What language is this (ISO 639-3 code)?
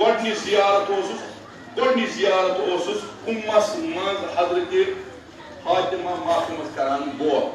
kas